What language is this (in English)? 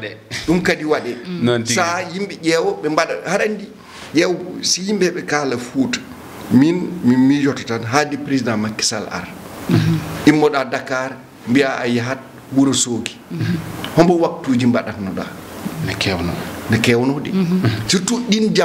Fula